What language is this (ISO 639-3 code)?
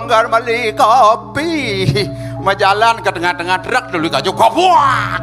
ban